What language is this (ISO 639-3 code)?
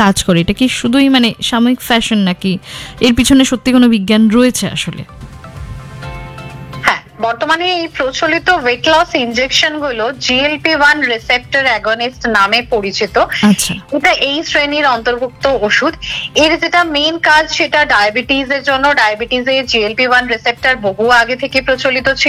ben